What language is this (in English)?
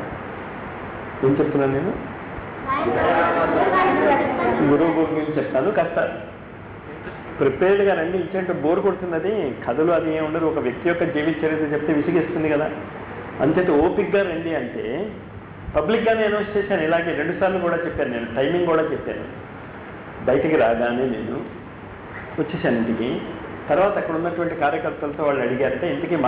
Telugu